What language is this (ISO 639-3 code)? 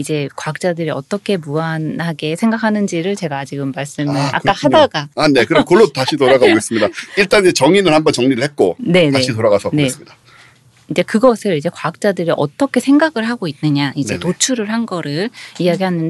kor